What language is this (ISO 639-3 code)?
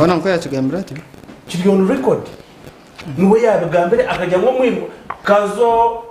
nyn